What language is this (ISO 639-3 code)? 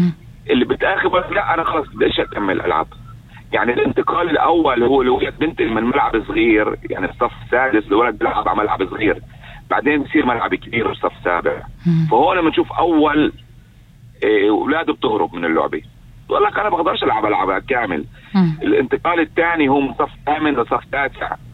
apc